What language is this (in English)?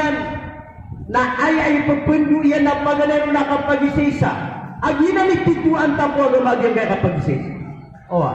Maranao